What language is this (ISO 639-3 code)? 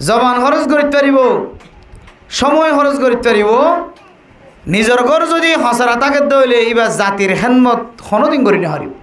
rhg